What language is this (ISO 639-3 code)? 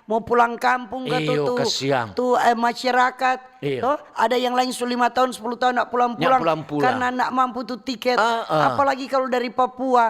xmm